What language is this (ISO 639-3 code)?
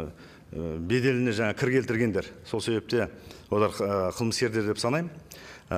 kaz